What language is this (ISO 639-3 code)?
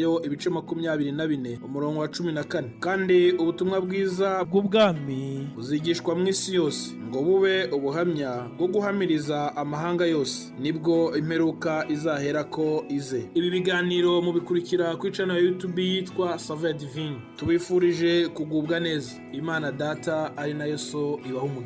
run